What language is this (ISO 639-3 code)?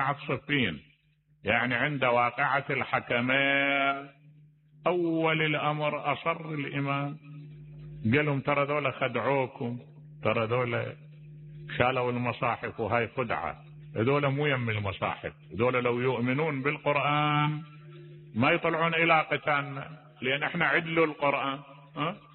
acm